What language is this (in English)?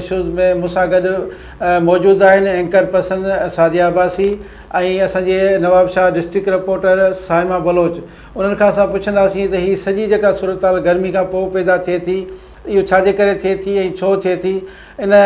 Sindhi